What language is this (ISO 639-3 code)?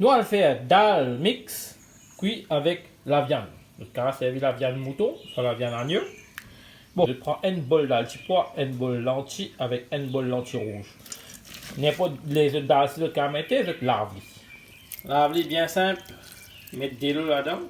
mfe